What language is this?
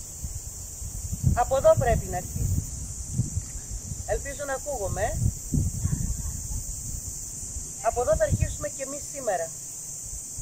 Greek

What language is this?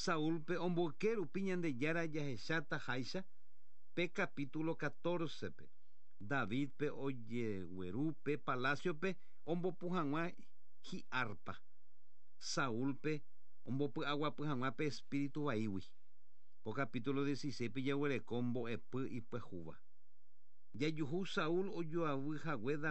Guarani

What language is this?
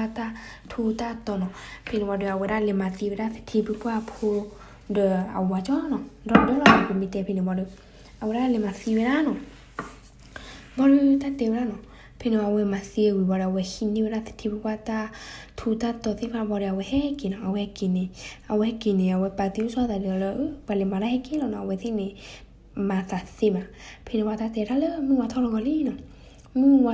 S'gaw Karen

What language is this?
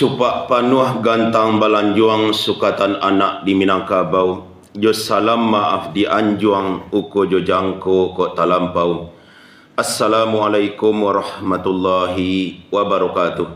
Minangkabau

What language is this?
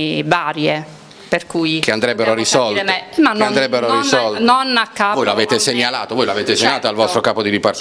Italian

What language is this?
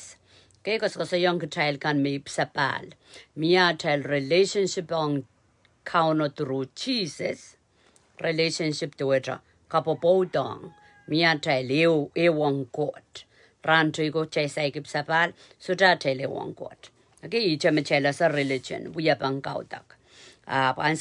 Pohnpeian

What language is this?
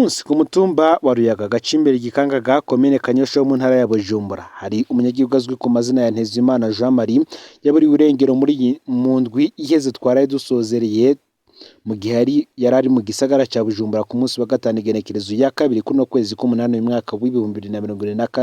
Rundi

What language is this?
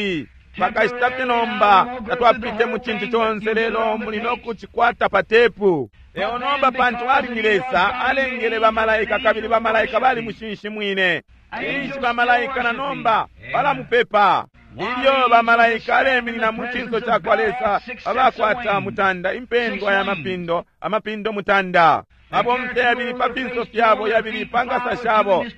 Bemba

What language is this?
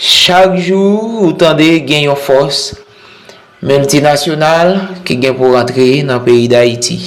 Haitian Creole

